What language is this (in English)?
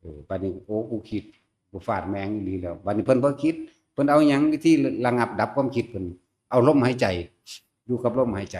Northeastern Thai